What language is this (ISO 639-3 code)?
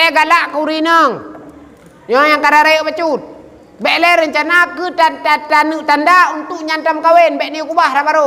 ace